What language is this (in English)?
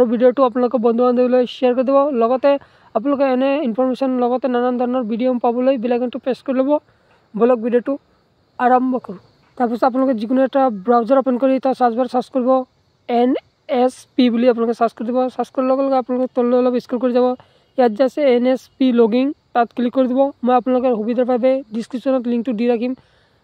Assamese